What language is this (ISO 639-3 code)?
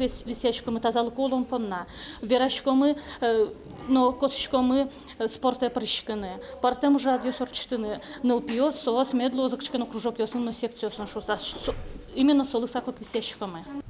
udm